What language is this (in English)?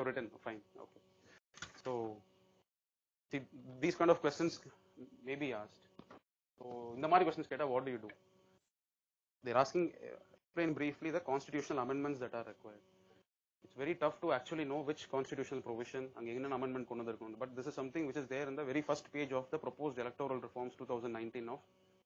English